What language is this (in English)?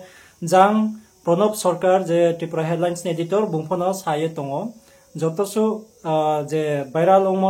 Riang (India)